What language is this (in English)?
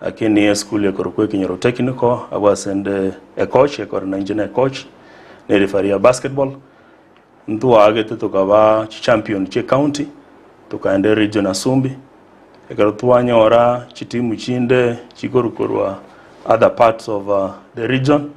Gusii